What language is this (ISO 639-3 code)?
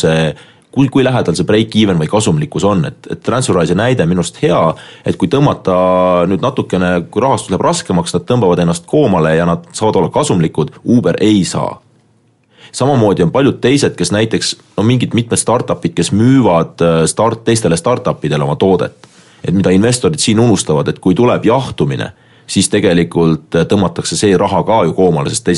est